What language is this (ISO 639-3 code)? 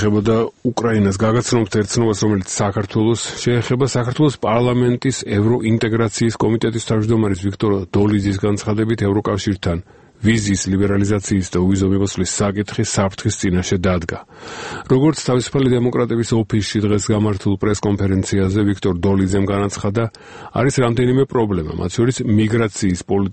kat